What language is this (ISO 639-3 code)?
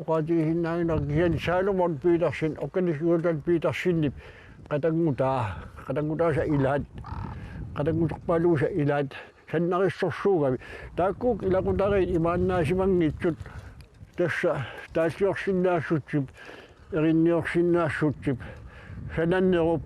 kal